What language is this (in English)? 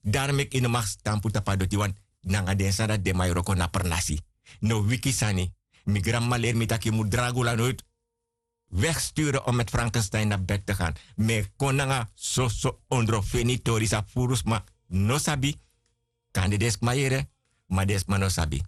Sranan Tongo